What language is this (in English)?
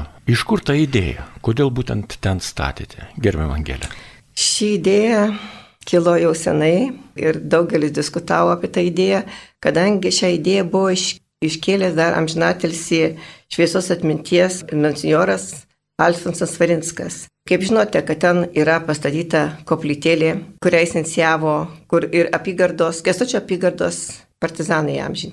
Lithuanian